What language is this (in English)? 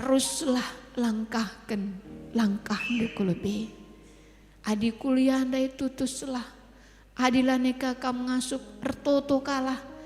Batak Karo